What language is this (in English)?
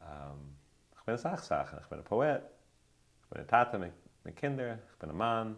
Yiddish